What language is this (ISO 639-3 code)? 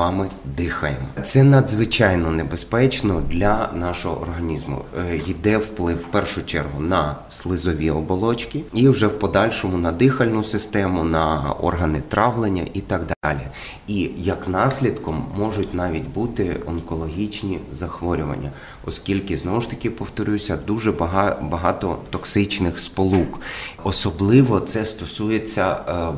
ukr